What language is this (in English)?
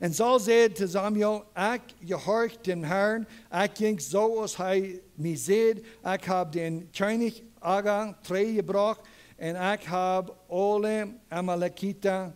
Plautdietsch